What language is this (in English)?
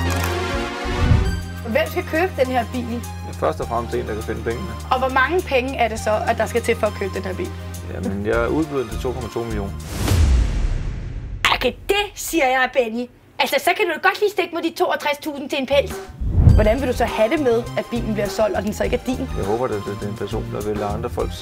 Danish